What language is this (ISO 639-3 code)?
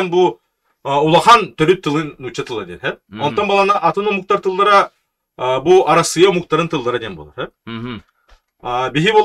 sah